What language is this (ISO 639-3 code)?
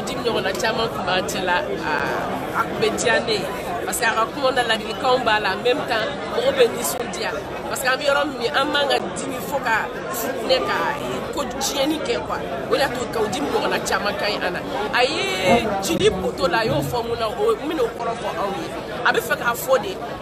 bam